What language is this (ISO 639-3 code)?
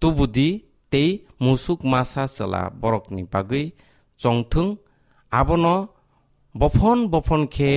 trp